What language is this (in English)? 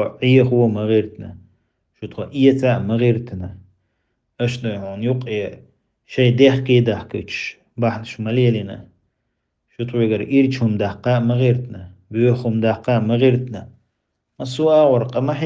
Chechen